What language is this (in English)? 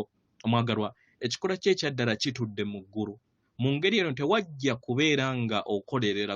Ganda